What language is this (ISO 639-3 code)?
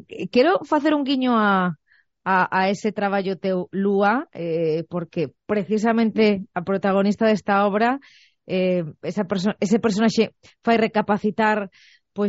glg